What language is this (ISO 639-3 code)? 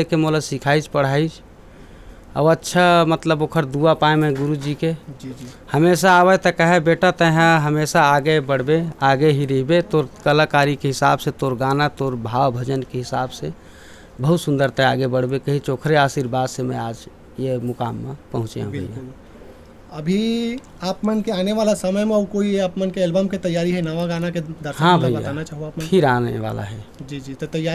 hne